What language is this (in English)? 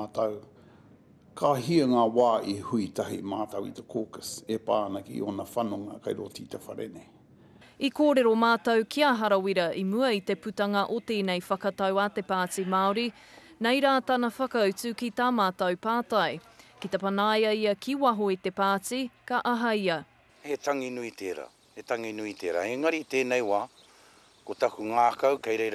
Māori